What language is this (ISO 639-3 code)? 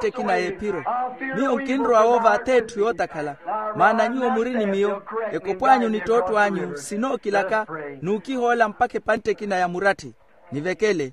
vmw